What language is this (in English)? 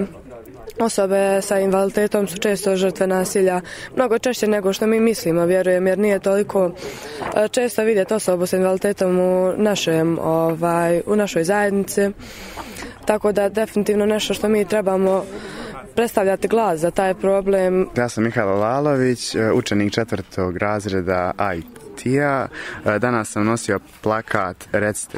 Serbian